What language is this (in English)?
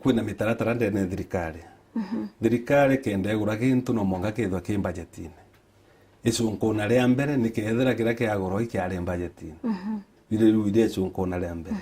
Meru